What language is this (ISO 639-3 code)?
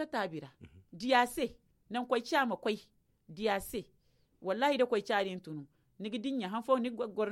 dje